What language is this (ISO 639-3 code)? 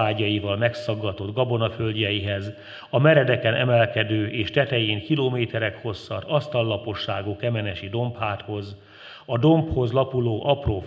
hun